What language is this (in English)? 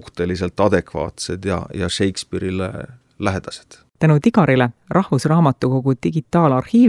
Estonian